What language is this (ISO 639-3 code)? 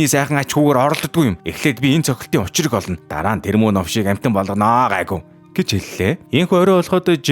mon